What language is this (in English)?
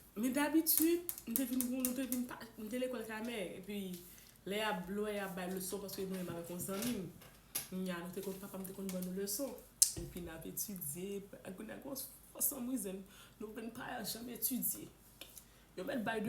Haitian Creole